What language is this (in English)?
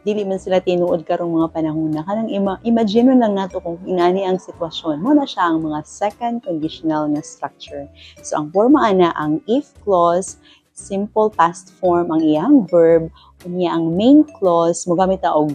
Cebuano